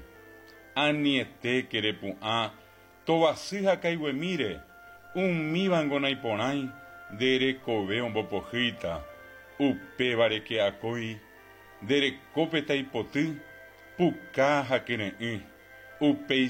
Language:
Guarani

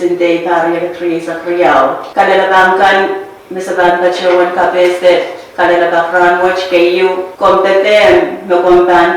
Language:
Pohnpeian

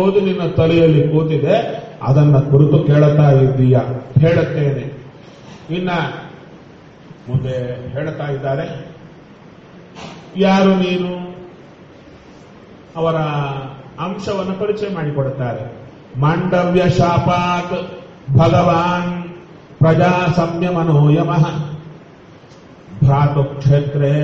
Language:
Kannada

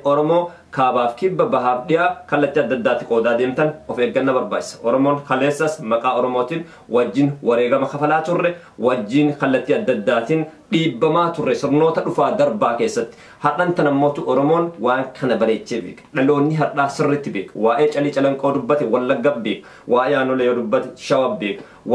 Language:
Oromo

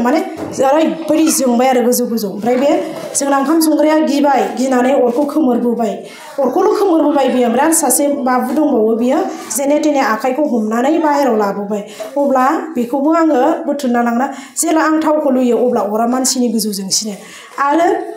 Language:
Bodo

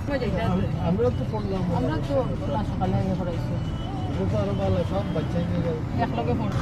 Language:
Sylheti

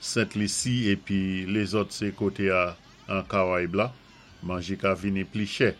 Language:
Saint Lucian Creole French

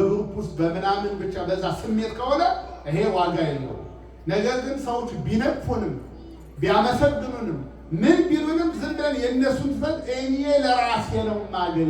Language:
Amharic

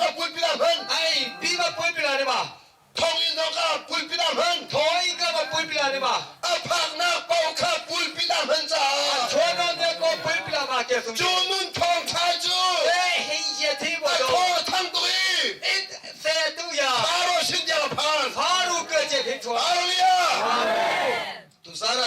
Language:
Hakha Chin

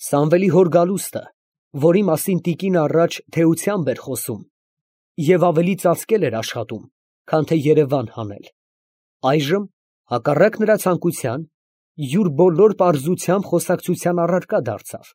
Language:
Armenian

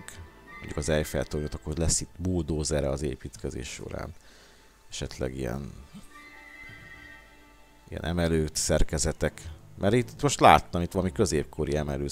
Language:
Hungarian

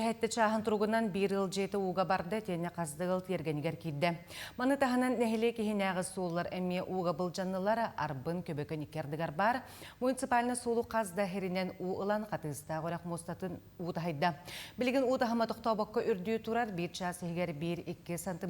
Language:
Yakut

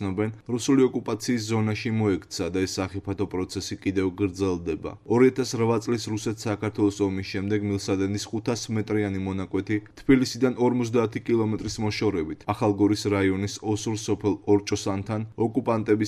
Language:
Georgian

